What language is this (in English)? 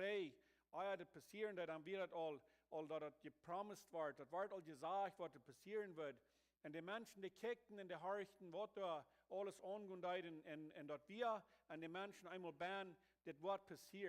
Plautdietsch